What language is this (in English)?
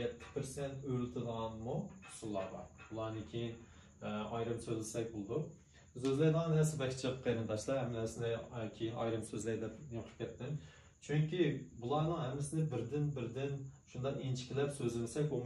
Uyghur